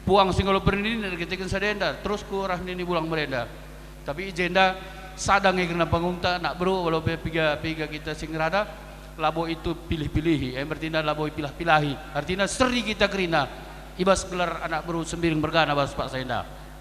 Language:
Batak Karo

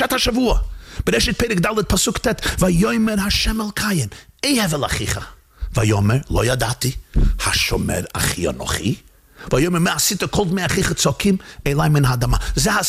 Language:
Hebrew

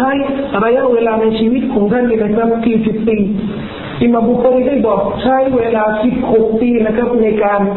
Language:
Thai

